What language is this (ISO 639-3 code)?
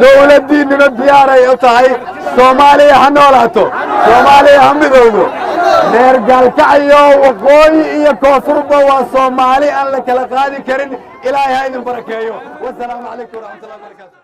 som